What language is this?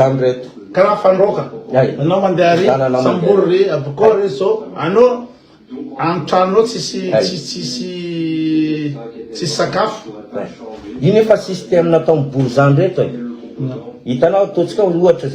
Malagasy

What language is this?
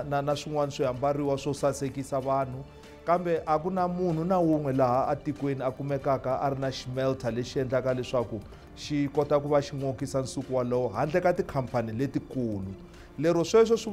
Tsonga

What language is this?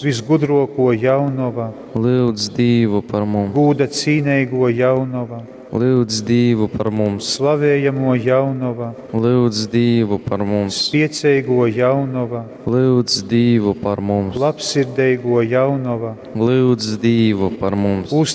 Latgalian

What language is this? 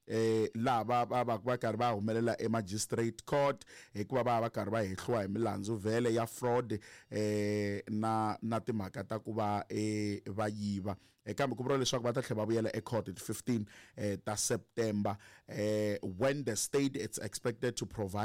Tsonga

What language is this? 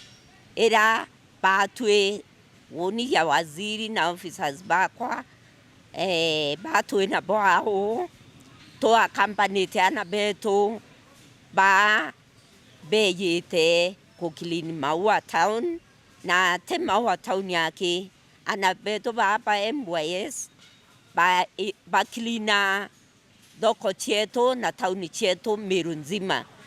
Meru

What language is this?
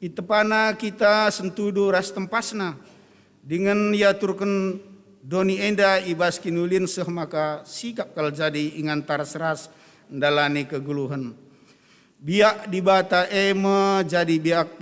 Batak Karo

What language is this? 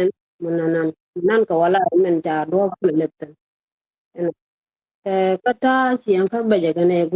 Nuer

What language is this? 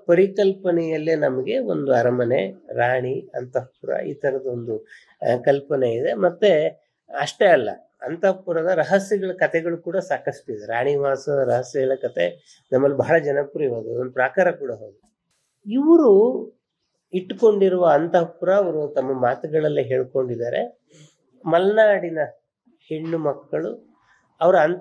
Kannada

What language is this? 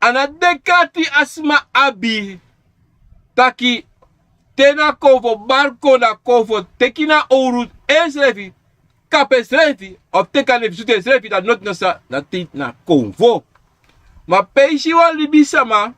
Sranan Tongo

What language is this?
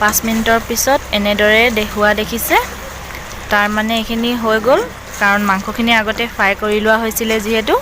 Assamese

